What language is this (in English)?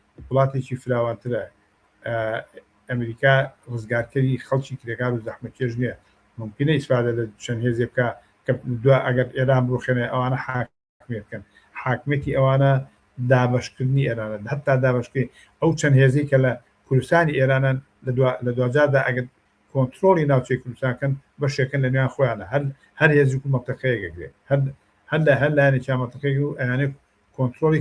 Central Kurdish